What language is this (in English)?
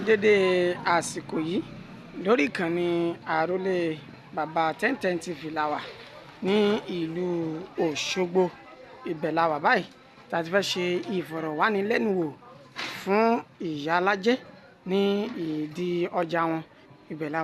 Yoruba